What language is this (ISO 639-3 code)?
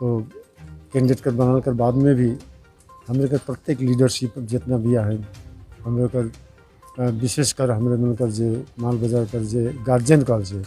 sck